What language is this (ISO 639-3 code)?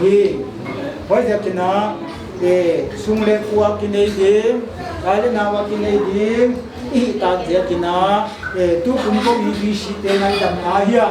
pck